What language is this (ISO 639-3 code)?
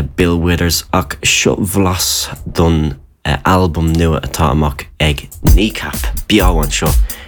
gle